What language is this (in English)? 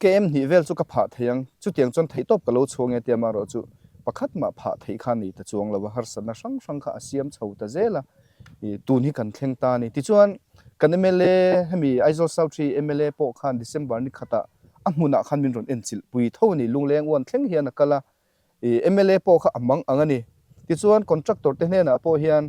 Mizo